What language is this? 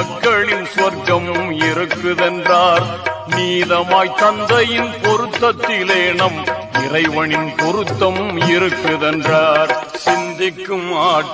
Tamil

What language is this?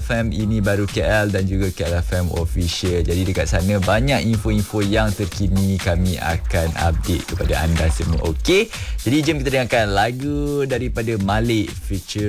Malay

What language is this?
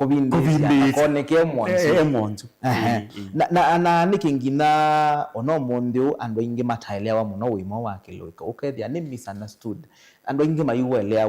Kamba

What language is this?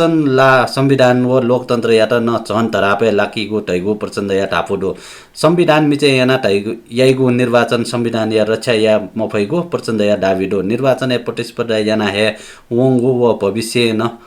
Newari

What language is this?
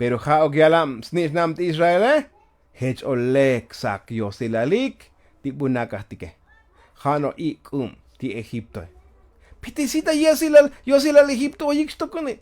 Tzotzil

